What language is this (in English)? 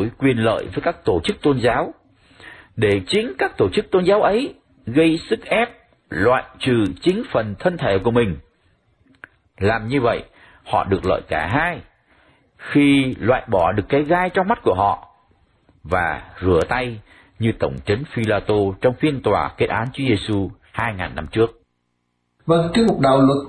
Vietnamese